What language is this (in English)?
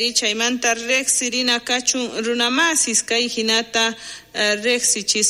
South Bolivian Quechua